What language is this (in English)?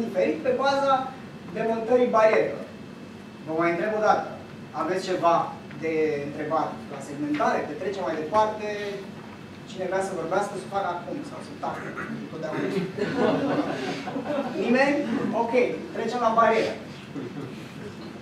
Romanian